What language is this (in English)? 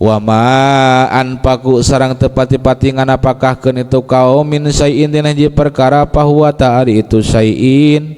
Sundanese